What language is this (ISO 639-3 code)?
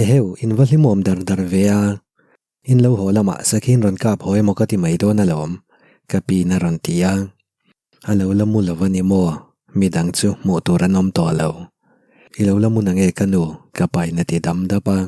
lus